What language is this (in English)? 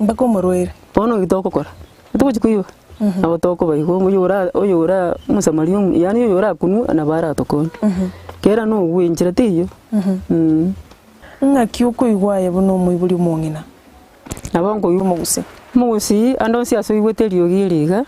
Gusii